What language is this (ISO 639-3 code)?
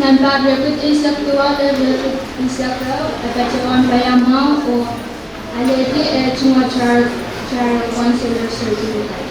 pon